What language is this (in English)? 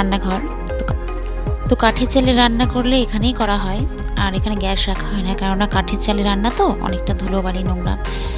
Bangla